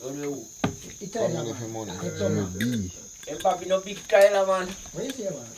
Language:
Jamaican Creole English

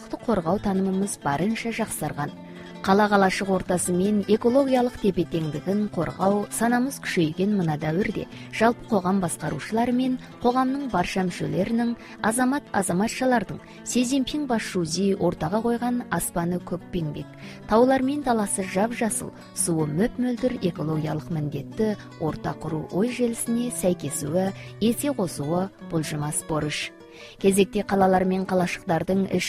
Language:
Kazakh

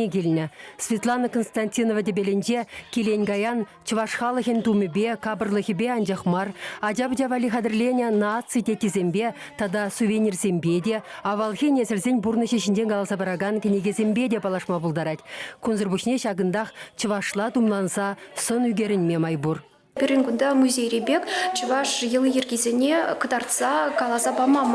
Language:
Chuvash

